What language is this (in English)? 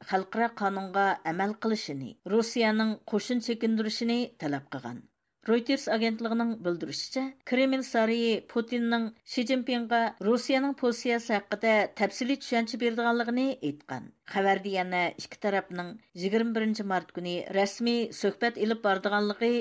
Uyghur